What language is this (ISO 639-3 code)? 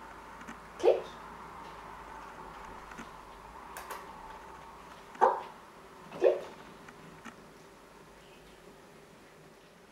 nor